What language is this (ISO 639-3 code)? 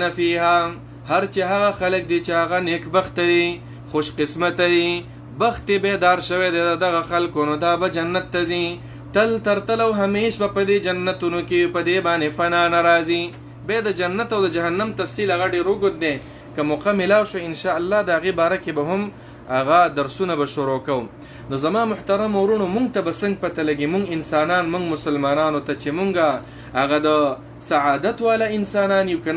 pus